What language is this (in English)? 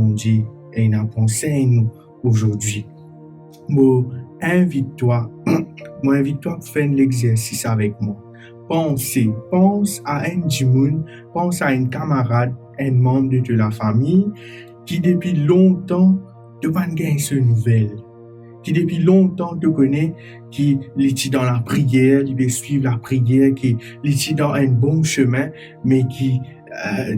Morisyen